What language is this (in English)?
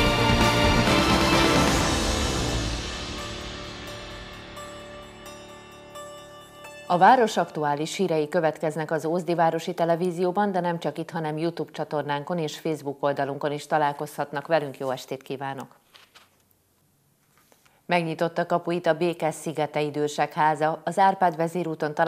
Hungarian